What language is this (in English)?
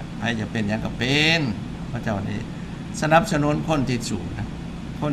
Lao